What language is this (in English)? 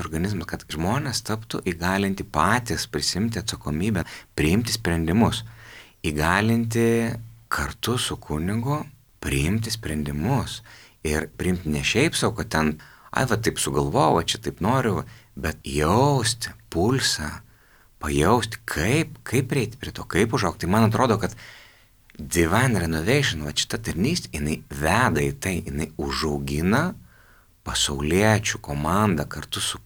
Lithuanian